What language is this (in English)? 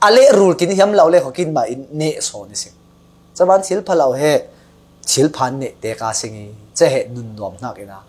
Falam Chin